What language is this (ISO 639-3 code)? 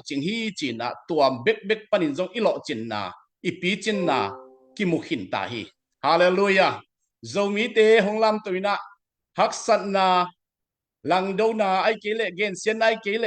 ctd